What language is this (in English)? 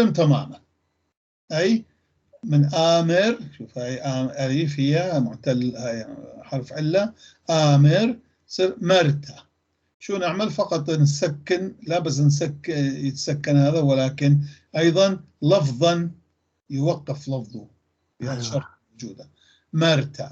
North Levantine Arabic